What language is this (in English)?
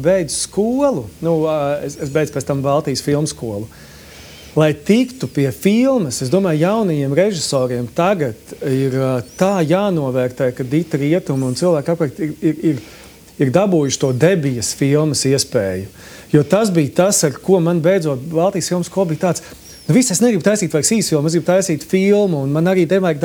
Latvian